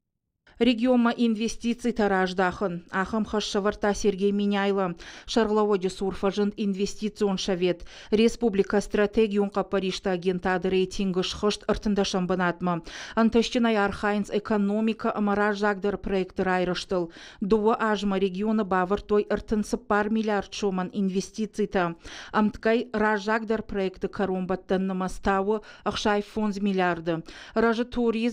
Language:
Ossetic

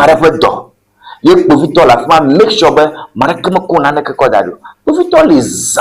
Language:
Ewe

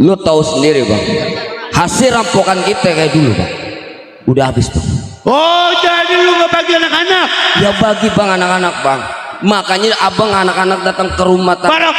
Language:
Betawi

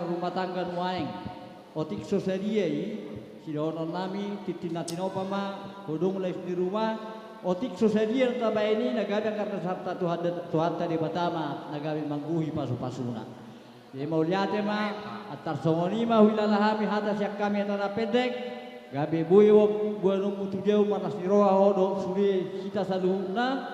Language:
Batak Karo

